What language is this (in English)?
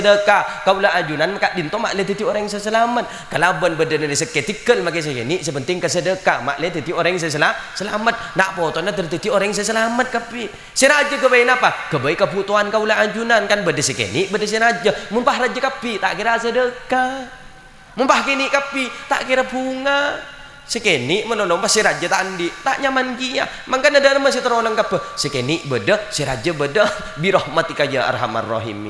Madurese